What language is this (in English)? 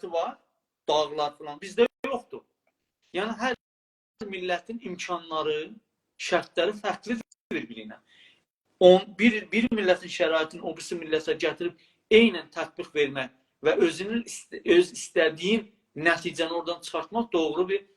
South Azerbaijani